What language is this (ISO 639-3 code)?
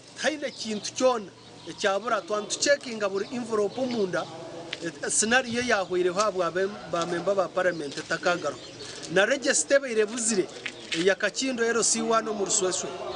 nyn